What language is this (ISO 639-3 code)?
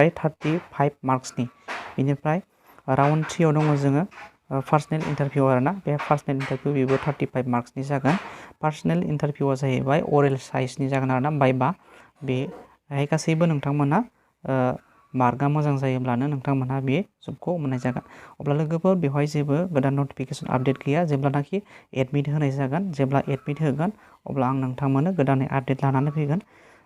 brx